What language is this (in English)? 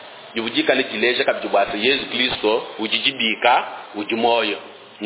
Luba-Lulua